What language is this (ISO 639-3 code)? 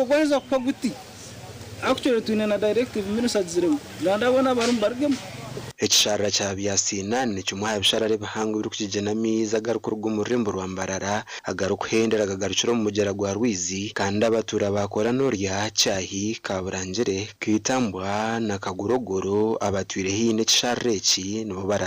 nyn